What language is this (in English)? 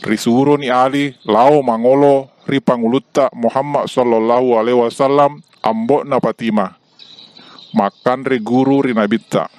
Buginese